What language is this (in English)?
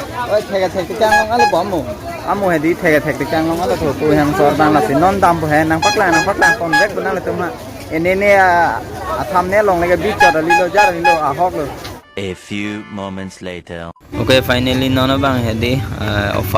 Karbi